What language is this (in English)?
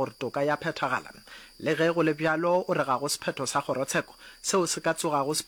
Northern Sotho